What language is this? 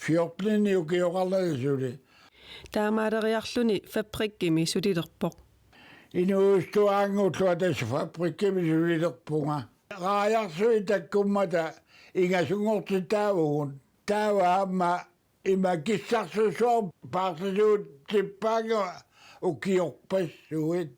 Kalaallisut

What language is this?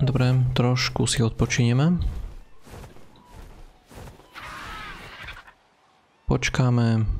Slovak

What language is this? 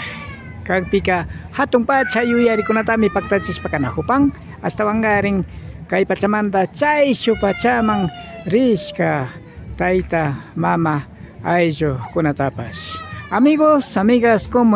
Imbabura Highland Quichua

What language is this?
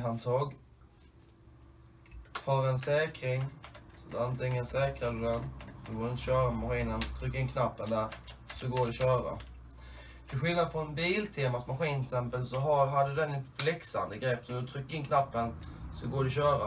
Swedish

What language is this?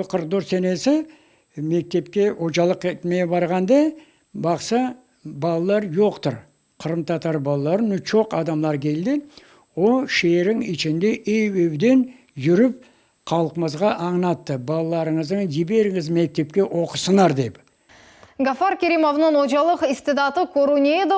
Crimean Tatar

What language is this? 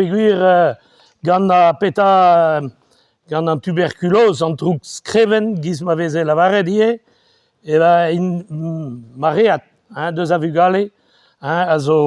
Breton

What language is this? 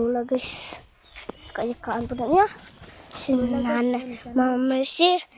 Cebuano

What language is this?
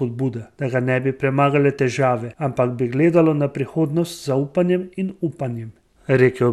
Slovenian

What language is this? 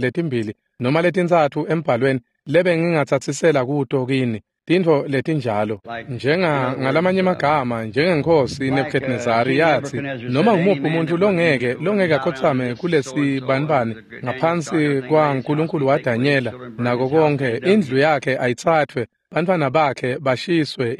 Swati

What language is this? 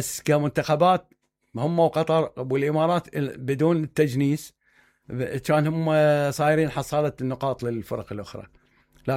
Mesopotamian Arabic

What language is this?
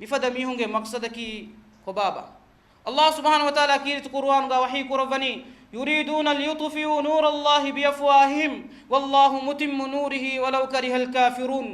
Divehi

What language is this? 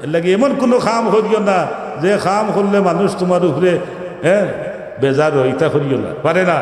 Sylheti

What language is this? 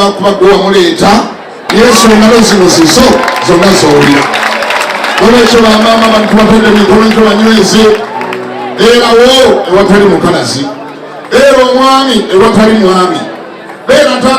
Ganda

